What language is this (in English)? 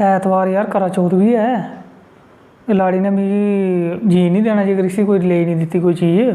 Dogri